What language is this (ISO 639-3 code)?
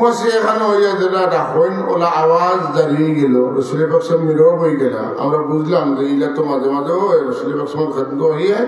syl